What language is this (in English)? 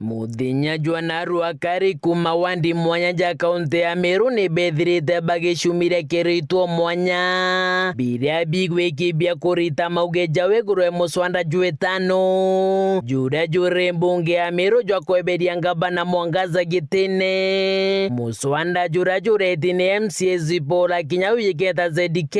Meru